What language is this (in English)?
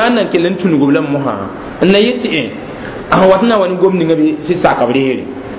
Mossi